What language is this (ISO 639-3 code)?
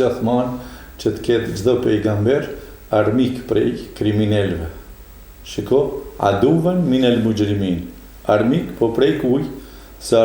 sqi